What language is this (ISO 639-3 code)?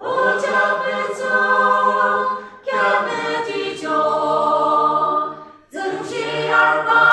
yim